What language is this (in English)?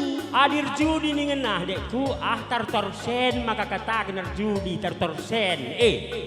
Batak Karo